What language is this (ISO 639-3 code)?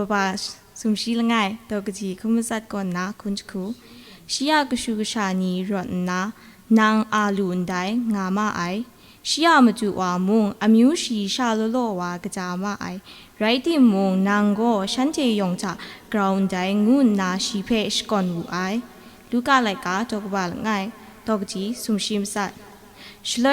kac